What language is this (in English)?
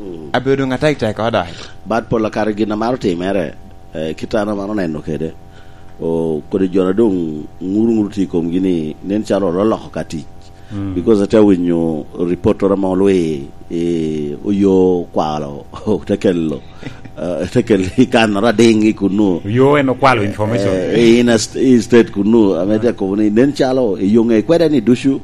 Lango (Uganda)